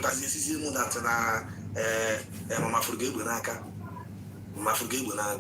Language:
Igbo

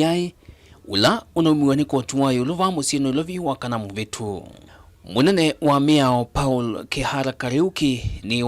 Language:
Kamba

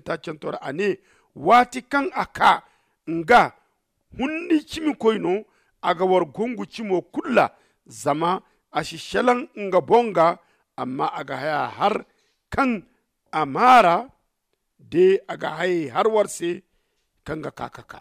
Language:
Zarma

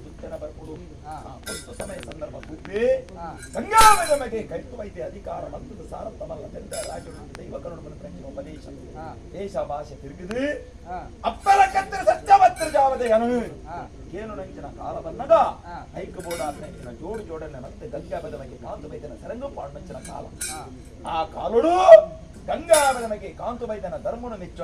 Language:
Tulu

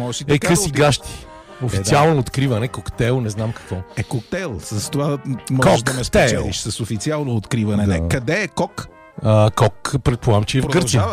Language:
Bulgarian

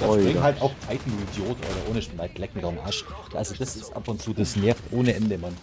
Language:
Bavarian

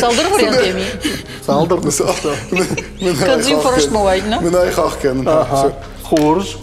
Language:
Ossetic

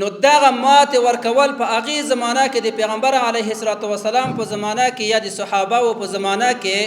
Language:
Pashto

